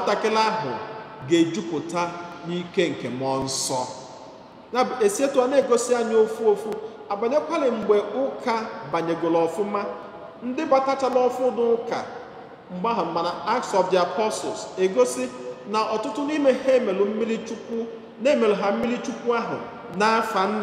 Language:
Igbo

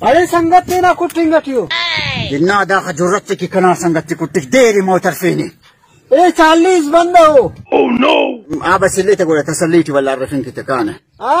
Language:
Brahui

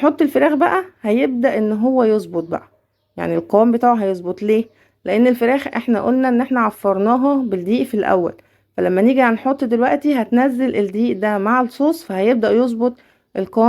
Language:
Egyptian Arabic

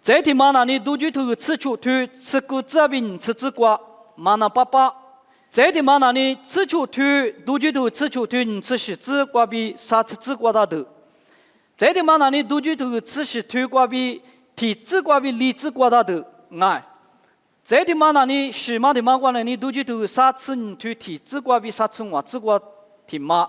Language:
Lisu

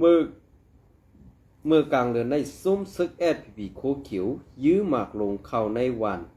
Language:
Shan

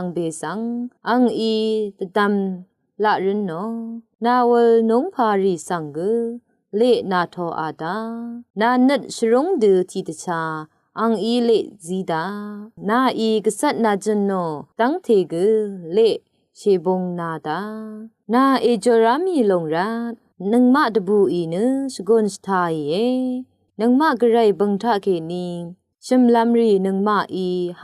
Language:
Rawang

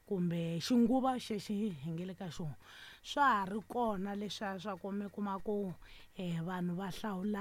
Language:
Tsonga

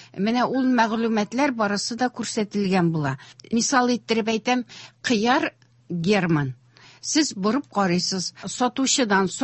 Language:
Tatar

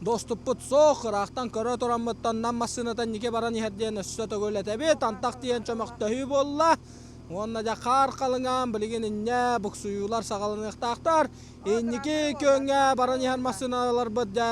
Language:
Yakut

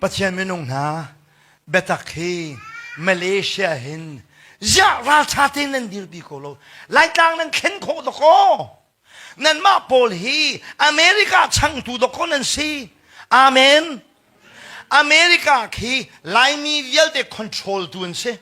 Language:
Hakha Chin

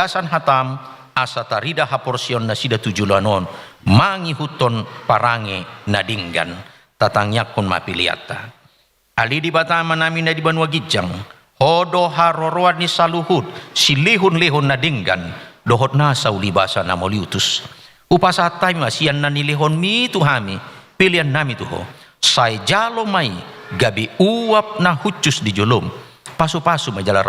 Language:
Batak Toba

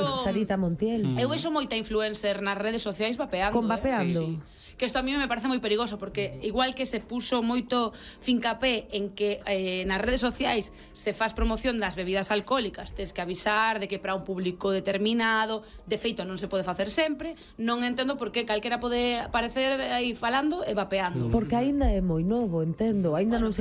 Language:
Galician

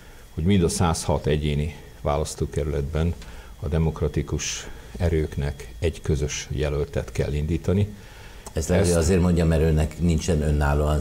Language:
Hungarian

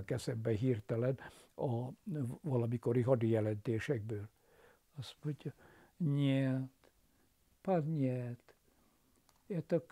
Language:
Hungarian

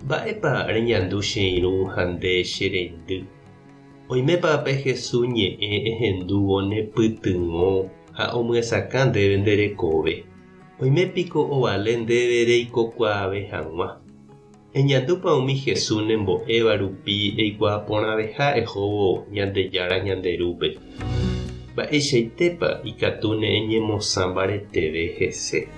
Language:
Guarani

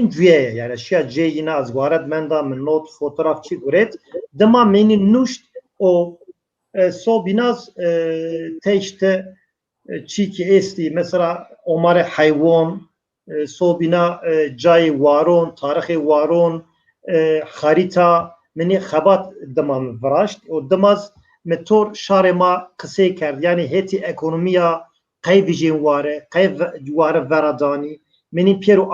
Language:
Zaza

